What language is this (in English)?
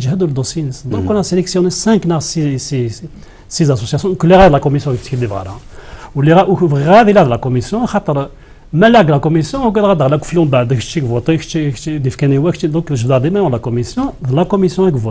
Kabyle